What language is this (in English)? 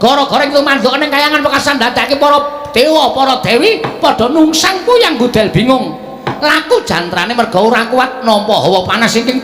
Javanese